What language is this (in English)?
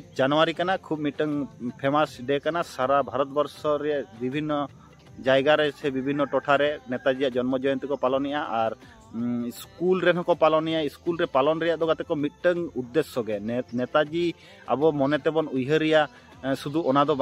Santali